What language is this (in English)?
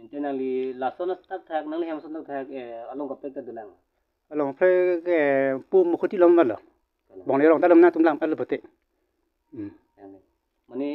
Karbi